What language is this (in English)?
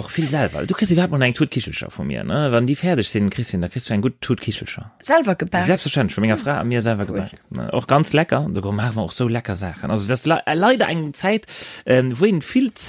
Luxembourgish